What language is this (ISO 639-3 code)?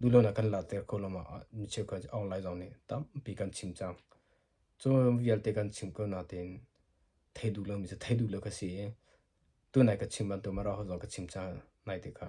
cnh